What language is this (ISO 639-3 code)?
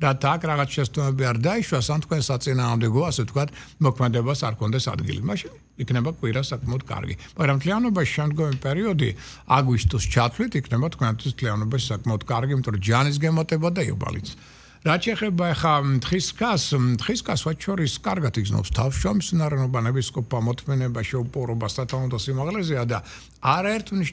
kat